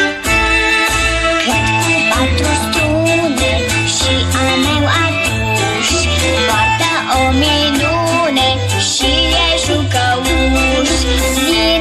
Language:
Romanian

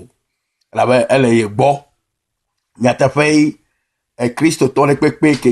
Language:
Ewe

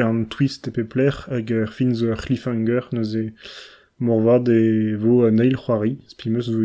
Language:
Breton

